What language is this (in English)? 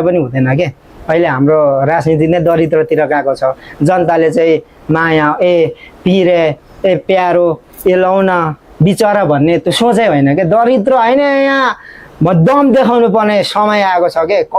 Nepali